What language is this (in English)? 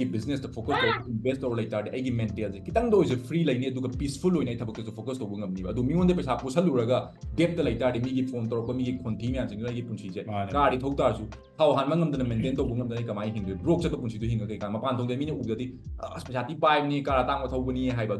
Manipuri